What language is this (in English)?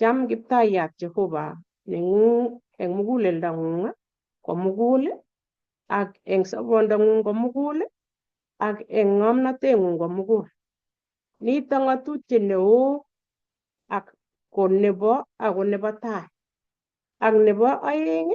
Kalenjin